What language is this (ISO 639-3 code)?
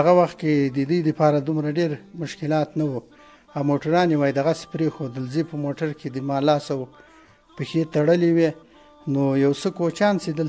pus